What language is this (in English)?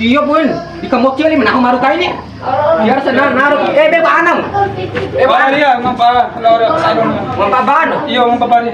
Bima